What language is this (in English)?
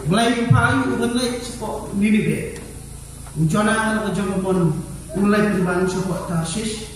Khasi